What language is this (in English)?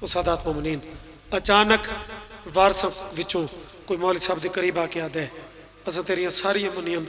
Pahari-Potwari